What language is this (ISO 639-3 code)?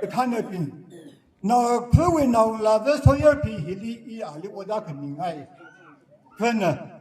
nmf